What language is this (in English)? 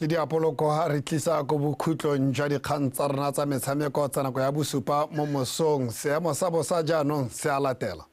Tswana